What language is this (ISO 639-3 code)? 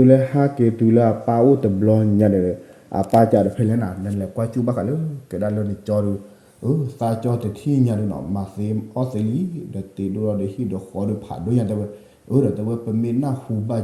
ksw